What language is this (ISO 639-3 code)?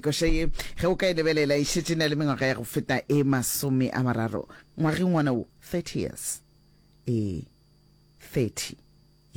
nso